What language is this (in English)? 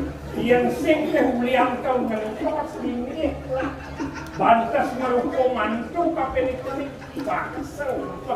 Balinese